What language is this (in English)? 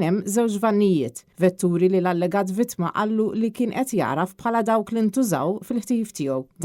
Maltese